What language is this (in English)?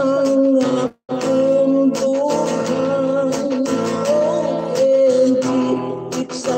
Hiligaynon